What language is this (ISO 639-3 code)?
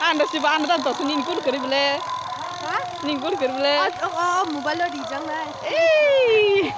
trp